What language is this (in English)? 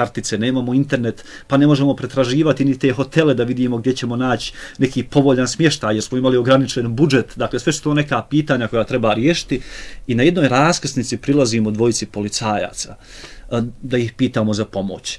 Bosnian